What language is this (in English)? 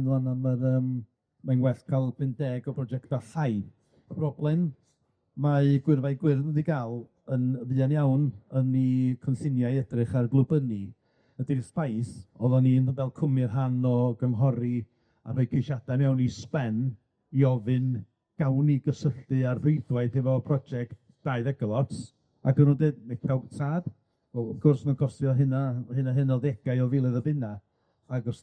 Welsh